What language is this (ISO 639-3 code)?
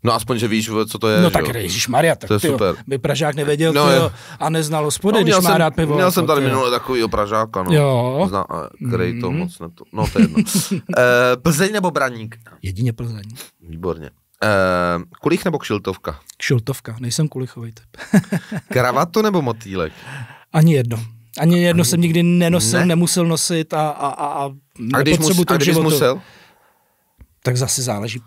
ces